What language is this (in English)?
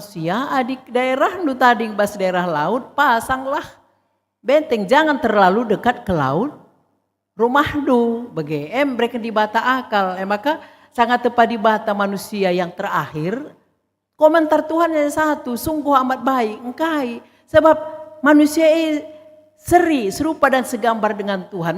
Batak Karo